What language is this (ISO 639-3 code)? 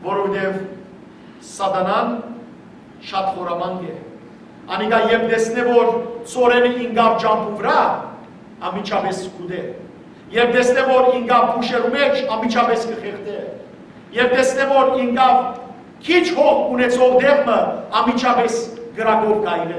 hyw